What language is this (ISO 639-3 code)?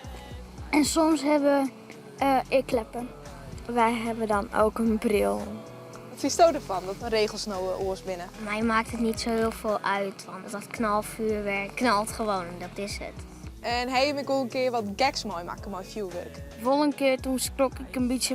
fry